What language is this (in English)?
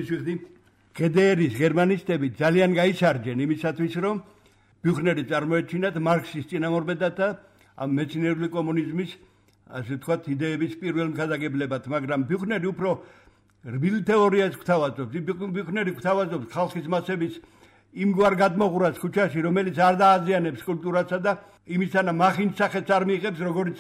Georgian